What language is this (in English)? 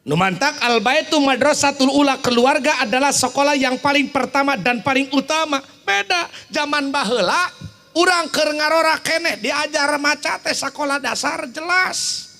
Sundanese